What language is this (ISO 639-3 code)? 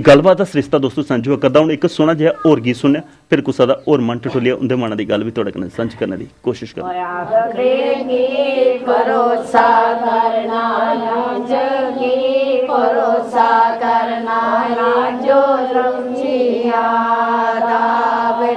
doi